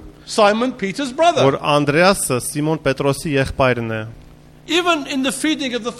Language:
Armenian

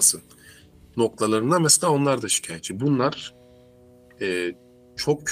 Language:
Turkish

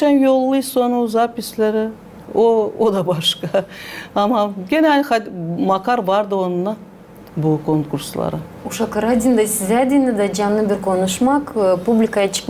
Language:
Gagauz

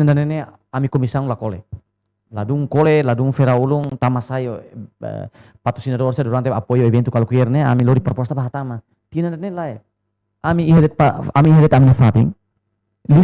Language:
Tetum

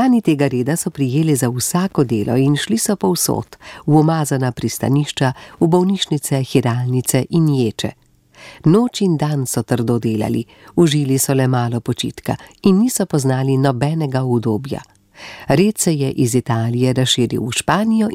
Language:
Slovenian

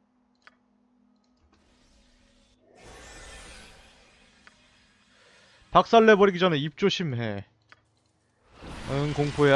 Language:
Korean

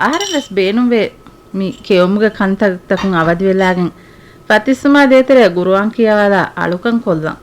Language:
Divehi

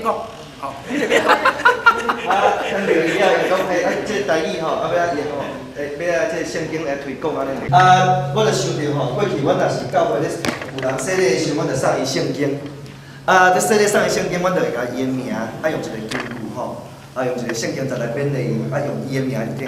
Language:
Min Nan Chinese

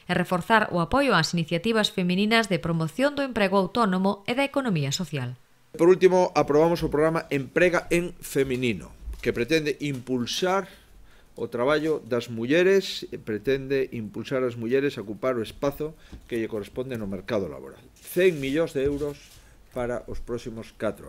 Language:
Galician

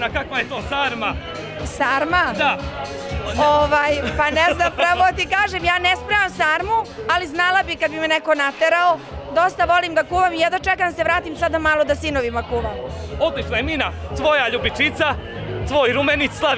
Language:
Serbian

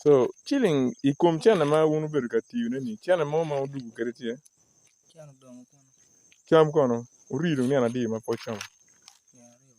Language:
Acoli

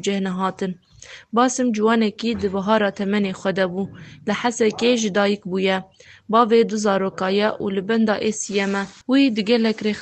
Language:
Kurdish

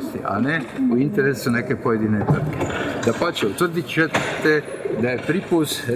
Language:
Croatian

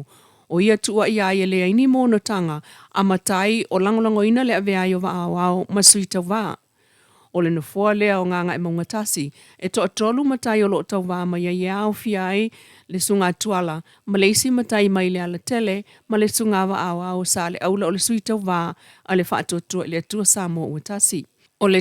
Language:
Samoan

